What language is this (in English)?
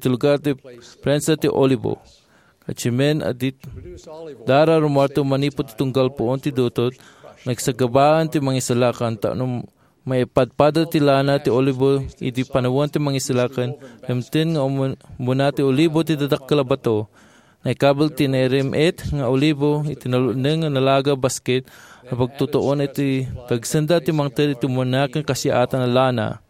Iloko